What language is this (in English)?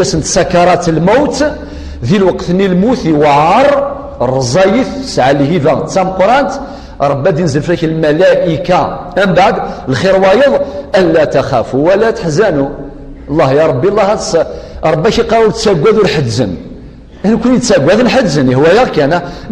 Kabyle